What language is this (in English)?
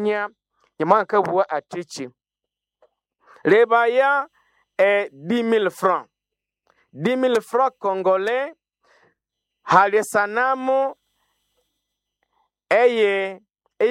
Swahili